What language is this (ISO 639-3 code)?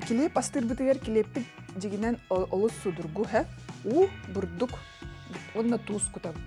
sah